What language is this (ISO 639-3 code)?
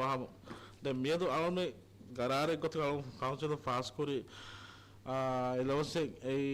div